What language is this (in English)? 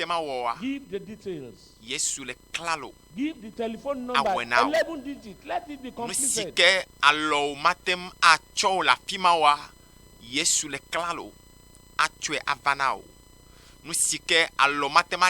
Ewe